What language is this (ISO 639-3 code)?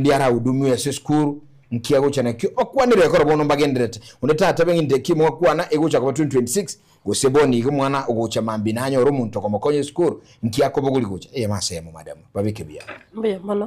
guz